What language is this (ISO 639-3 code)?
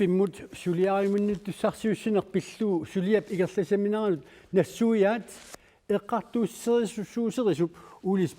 kal